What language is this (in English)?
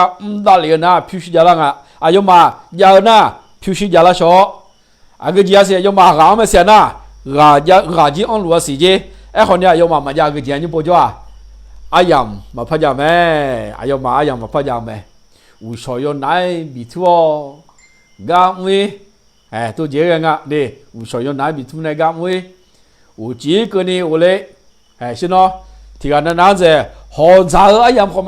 Akha